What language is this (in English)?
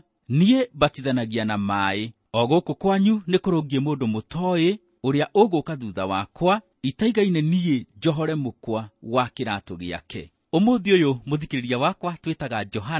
Kikuyu